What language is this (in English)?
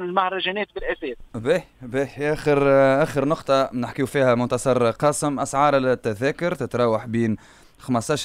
Tunisian Arabic